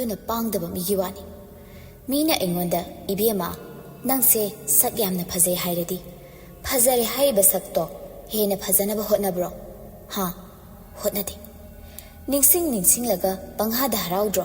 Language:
Manipuri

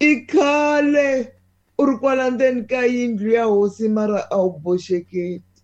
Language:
Tsonga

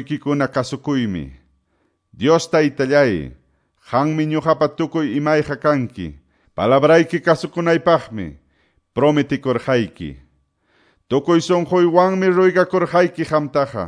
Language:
Quechua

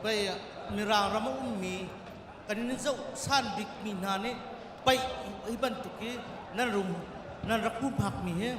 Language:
Hakha Chin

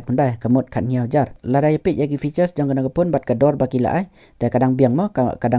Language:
Khasi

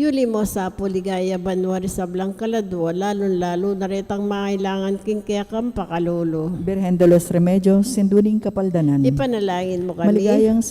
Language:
Pampanga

